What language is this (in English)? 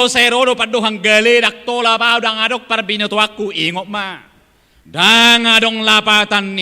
Batak Toba